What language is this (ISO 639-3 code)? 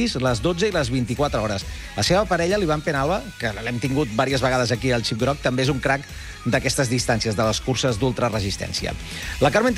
cat